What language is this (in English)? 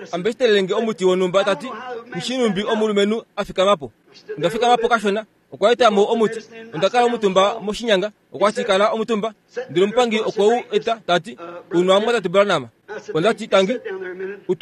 Kuanyama